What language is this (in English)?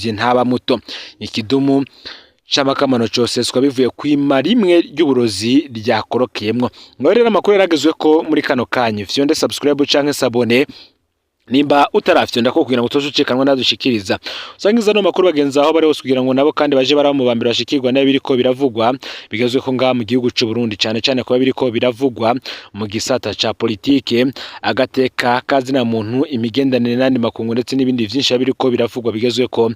Rundi